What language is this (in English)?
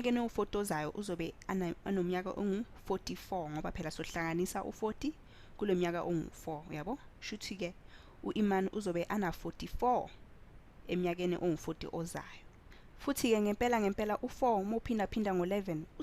Zulu